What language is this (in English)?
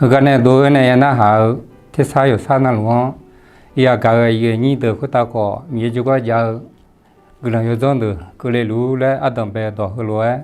Akha